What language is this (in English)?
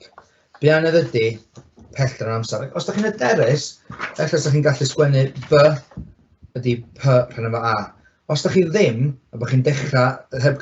Welsh